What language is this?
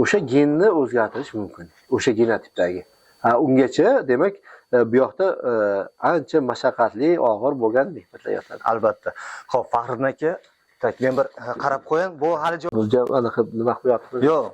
Uzbek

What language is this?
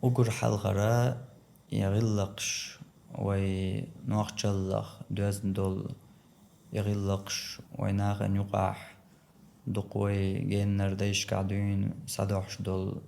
Chechen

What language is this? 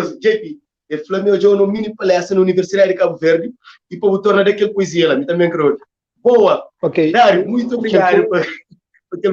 Kabuverdianu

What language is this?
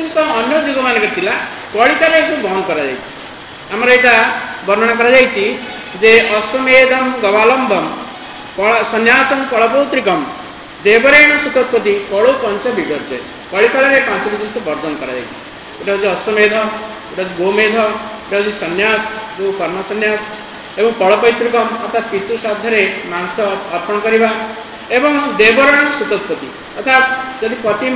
Odia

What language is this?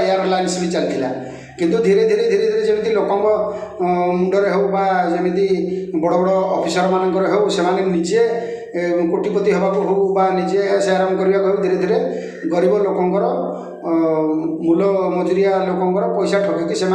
Odia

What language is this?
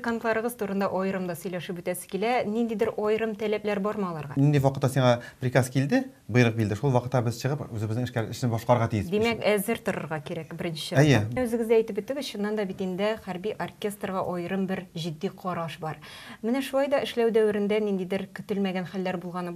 Tatar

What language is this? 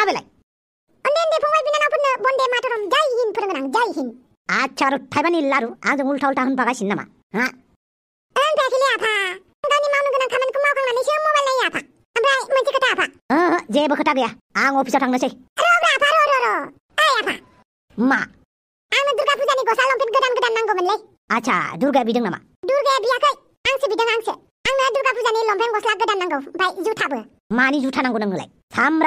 Bodo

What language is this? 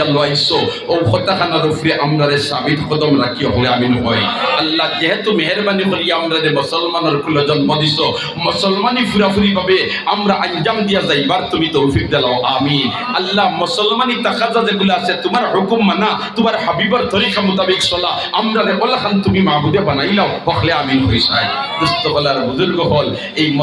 Sylheti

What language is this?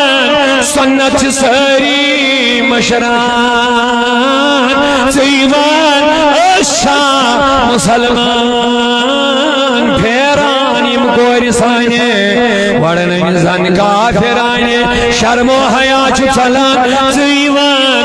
Kashmiri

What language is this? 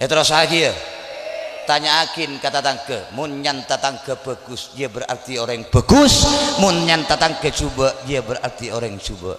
Madurese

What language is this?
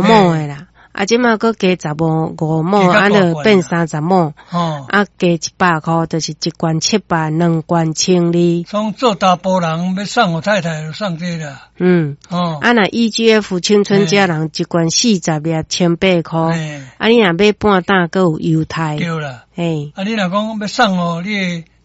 Min Nan Chinese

